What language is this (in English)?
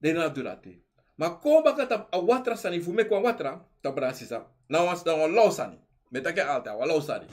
Sranan Tongo